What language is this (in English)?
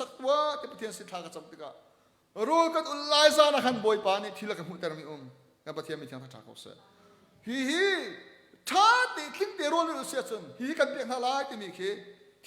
Hakha Chin